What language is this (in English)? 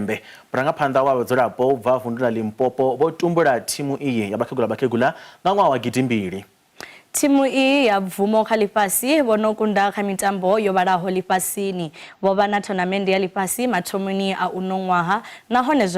Venda